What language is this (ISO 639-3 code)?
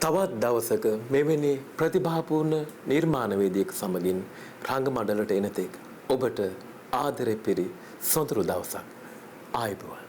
sin